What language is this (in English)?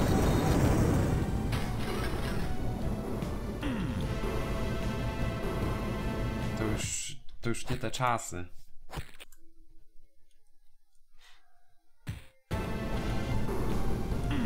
Polish